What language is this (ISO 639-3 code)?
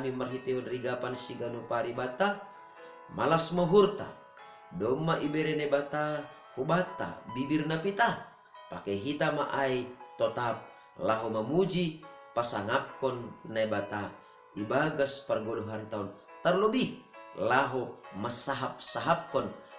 bts